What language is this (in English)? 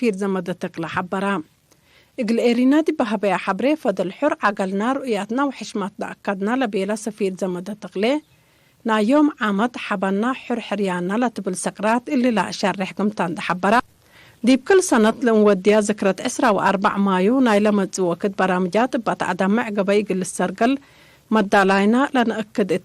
Tigre